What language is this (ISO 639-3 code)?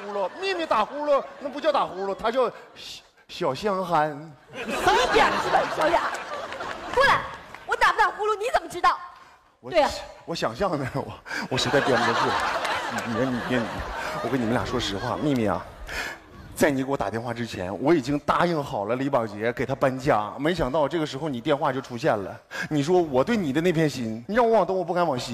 zho